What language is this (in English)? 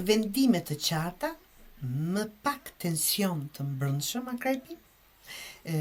Albanian